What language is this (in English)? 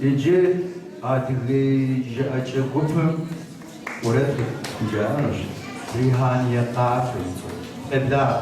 Kabardian